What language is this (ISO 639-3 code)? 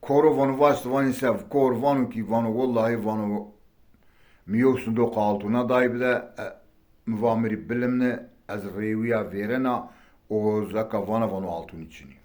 zza